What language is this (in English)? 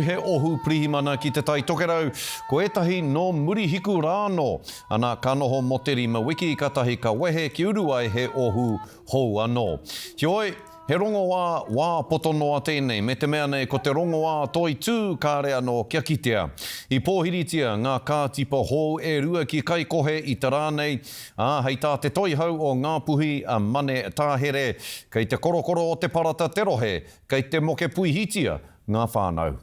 Māori